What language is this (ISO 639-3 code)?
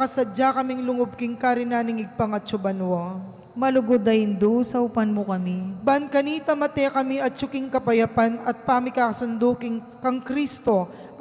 pam